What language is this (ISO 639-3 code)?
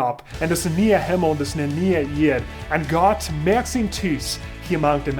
pdt